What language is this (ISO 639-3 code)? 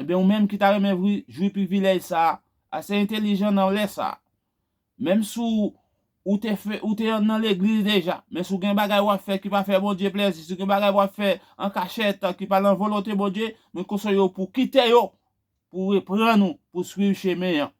hat